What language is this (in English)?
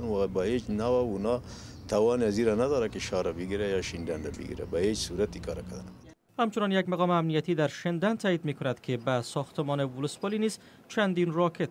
Persian